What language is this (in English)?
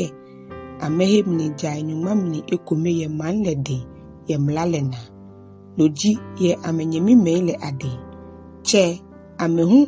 Ga